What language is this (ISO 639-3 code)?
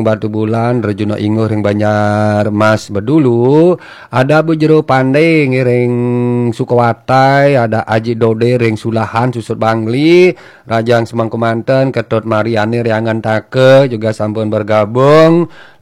ban